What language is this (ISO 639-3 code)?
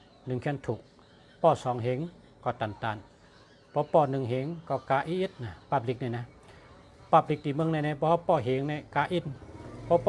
shn